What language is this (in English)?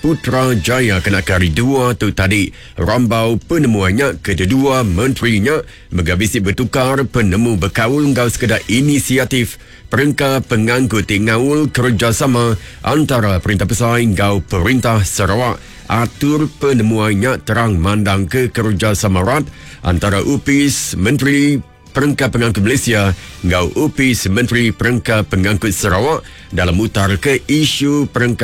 Iban